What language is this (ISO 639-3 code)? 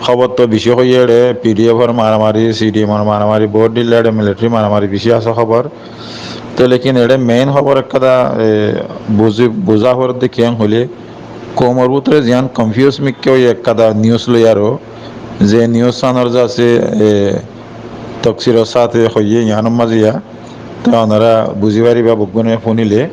rhg